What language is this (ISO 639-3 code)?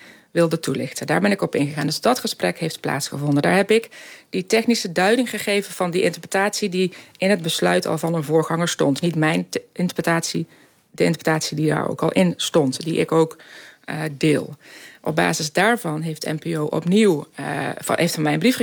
nld